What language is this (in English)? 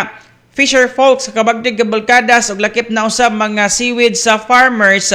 Cebuano